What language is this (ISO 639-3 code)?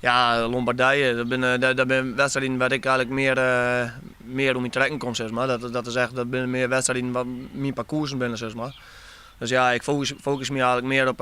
fry